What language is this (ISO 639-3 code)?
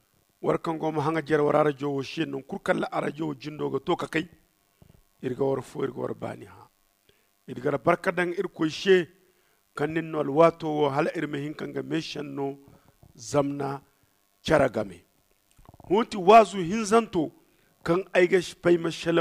dje